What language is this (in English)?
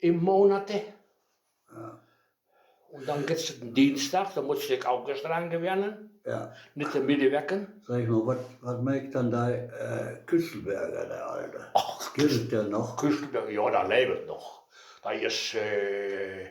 Westphalien